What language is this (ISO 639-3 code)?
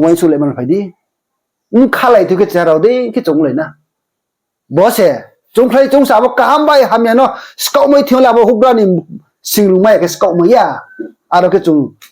ria